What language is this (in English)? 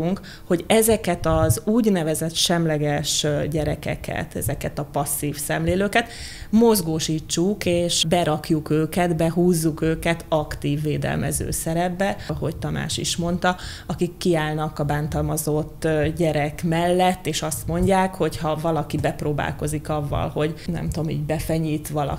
Hungarian